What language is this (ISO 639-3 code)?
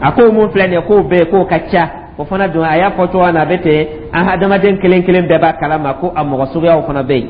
dyu